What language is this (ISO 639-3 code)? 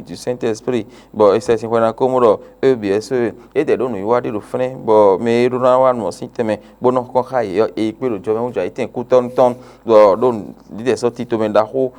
fon